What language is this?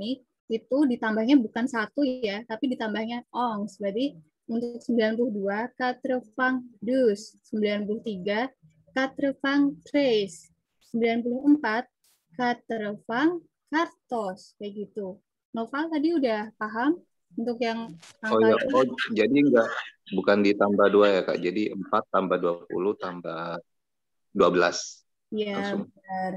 Indonesian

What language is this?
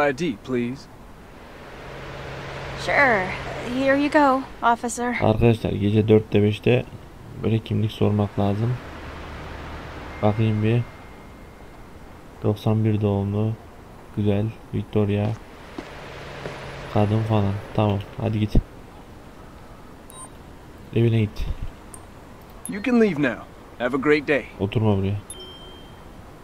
Turkish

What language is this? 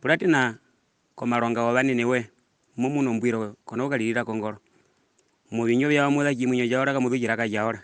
Herero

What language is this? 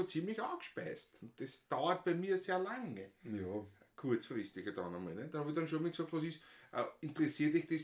Bavarian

